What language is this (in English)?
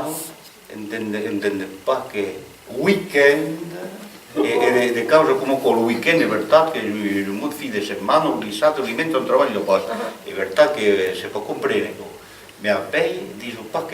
Occitan